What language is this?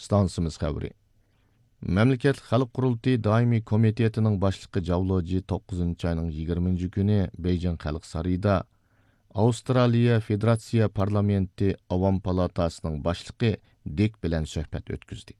Uyghur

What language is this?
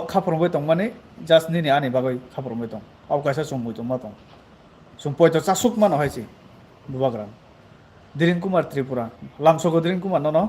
Kok Borok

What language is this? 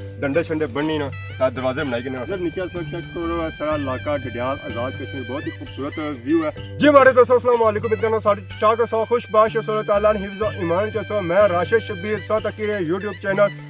Pahari-Potwari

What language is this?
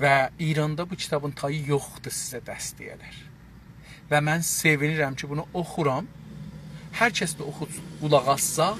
South Azerbaijani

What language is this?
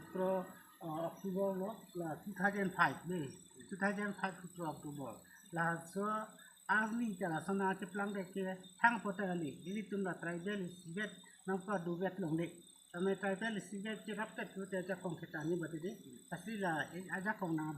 Karbi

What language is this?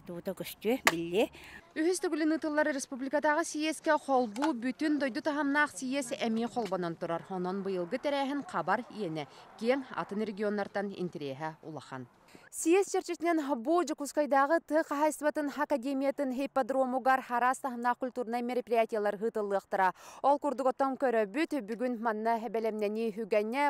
Yakut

